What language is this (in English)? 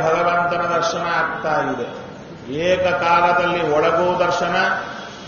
Kannada